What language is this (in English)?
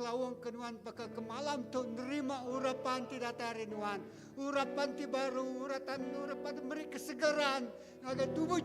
Iban